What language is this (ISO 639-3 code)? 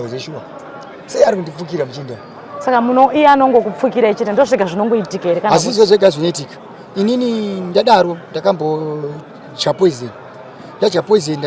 sna